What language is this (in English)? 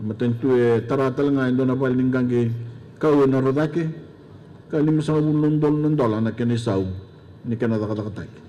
Fijian